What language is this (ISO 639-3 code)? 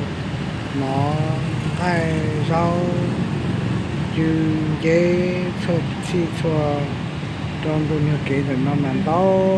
hmn